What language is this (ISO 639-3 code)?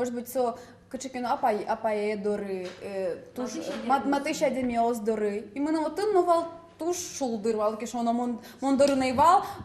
udm